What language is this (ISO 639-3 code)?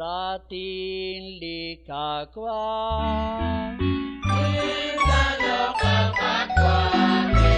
kek